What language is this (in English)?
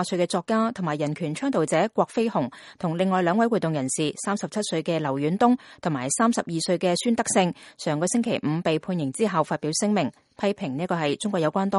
Cantonese